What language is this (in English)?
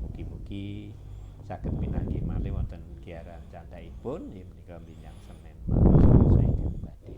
Javanese